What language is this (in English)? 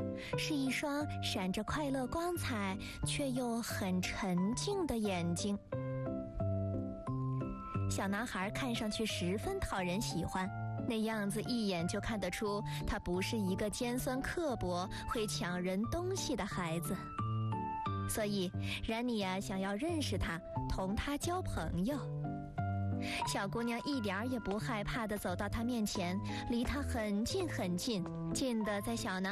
Chinese